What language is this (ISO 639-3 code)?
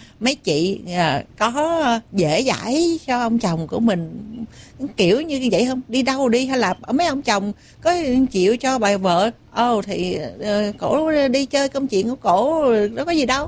vie